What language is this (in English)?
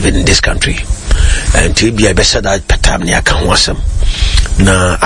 Akan